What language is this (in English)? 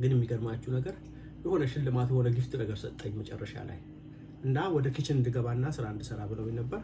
Amharic